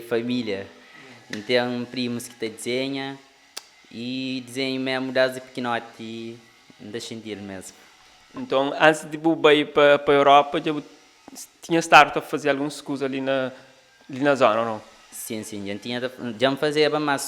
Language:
Kabuverdianu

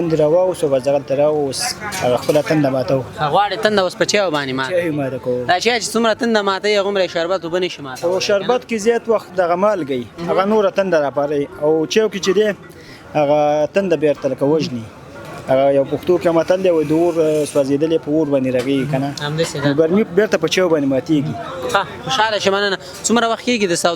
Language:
Pashto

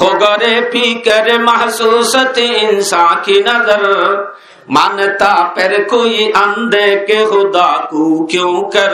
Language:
Rohingya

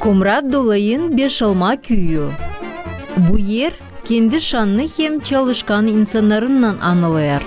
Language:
Gagauz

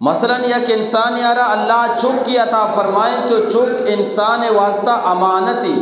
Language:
Eastern Balochi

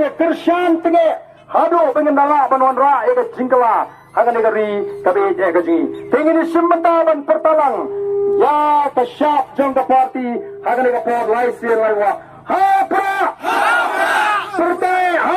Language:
Khasi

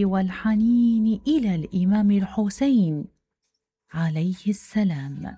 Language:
Mesopotamian Arabic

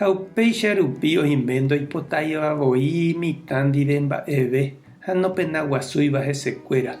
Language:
Guarani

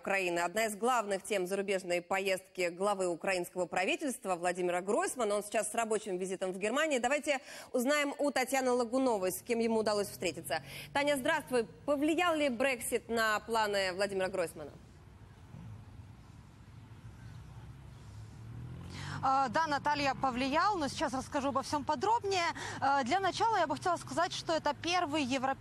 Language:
Russian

